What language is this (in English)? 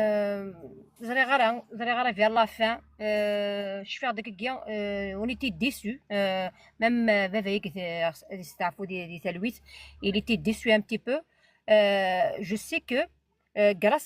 Kabyle